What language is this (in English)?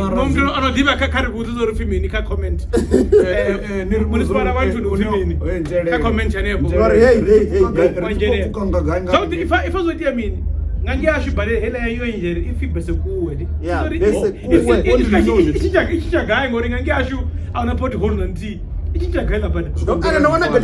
Venda